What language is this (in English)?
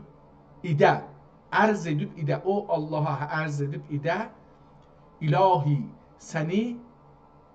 South Azerbaijani